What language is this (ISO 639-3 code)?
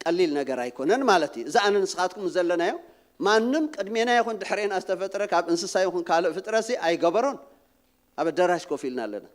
tir